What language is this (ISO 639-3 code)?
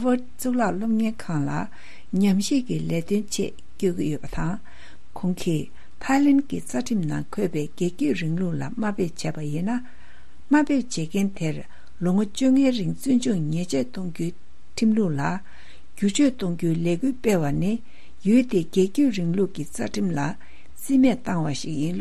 bod